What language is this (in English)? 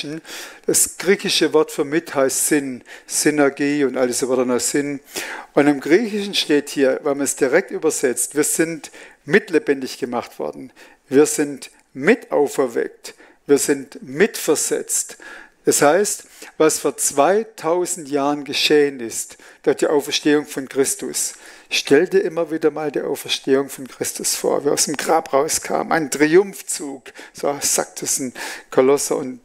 Swiss German